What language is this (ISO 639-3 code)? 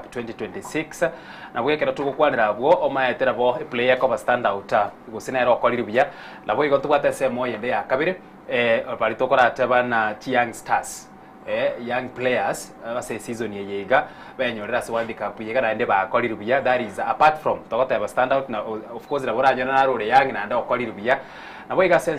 guz